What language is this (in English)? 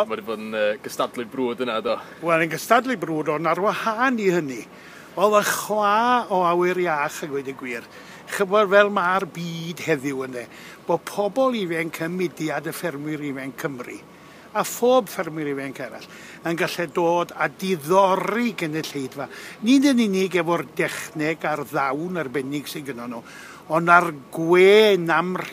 Welsh